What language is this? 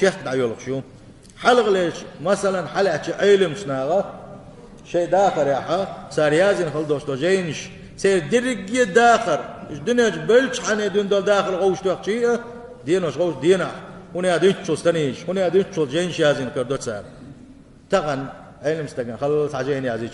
Chechen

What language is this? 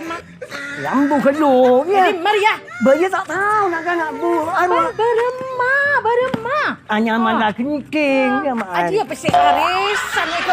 Madurese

